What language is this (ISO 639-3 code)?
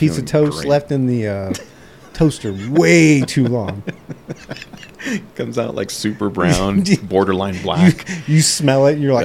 eng